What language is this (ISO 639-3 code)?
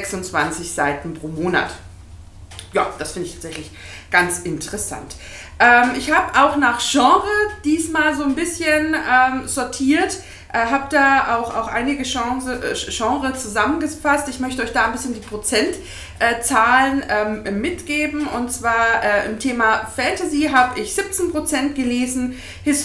deu